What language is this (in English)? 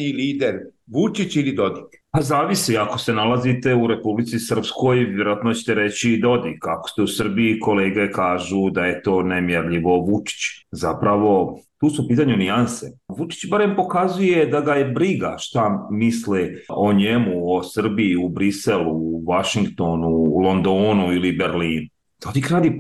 Bosnian